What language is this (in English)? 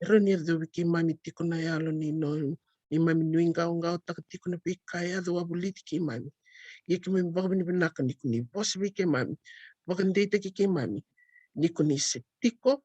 Fijian